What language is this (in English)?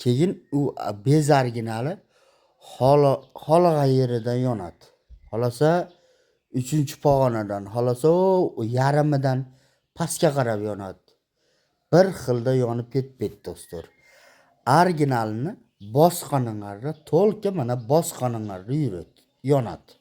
Uzbek